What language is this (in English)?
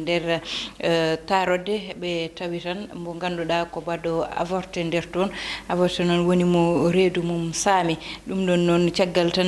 Fula